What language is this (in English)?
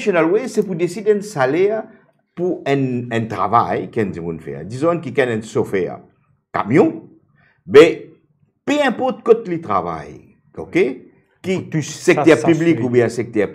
Morisyen